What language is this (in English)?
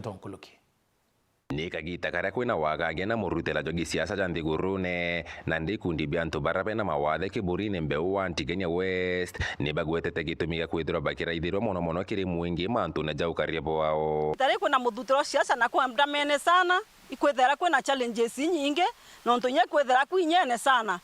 Meru